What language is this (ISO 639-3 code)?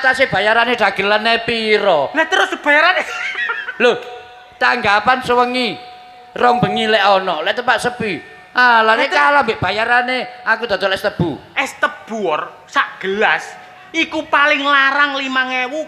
jav